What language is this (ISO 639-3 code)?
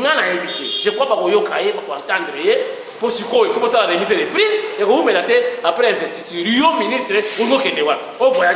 lin